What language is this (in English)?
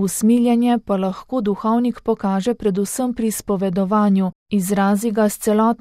Slovenian